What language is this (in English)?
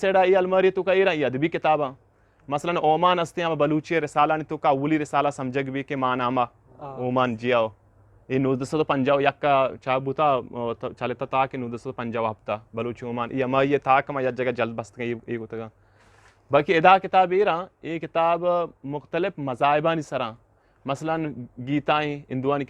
Eastern Balochi